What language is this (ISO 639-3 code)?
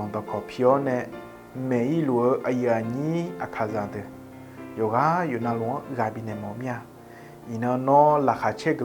ahk